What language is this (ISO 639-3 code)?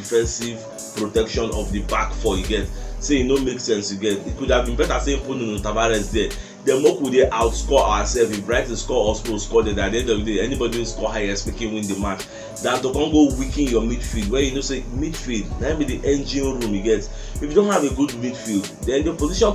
pcm